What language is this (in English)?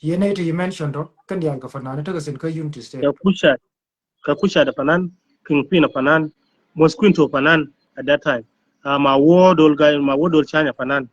Nuer